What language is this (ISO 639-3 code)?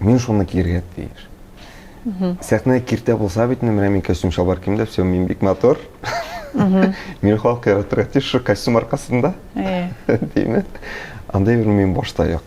tat